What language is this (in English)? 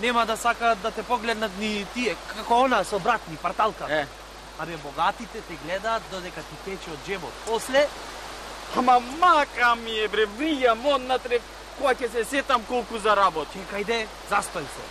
Macedonian